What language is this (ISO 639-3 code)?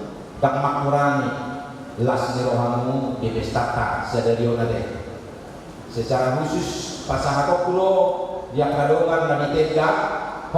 bbc